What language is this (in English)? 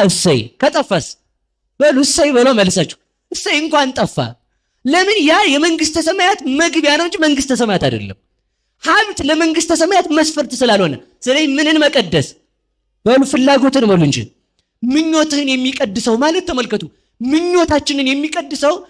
Amharic